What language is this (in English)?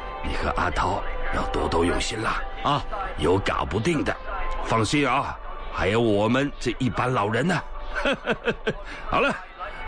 Chinese